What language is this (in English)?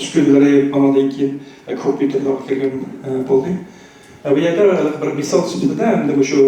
Uyghur